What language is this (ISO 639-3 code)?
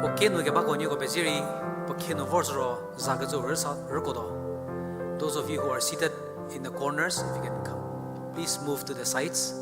njm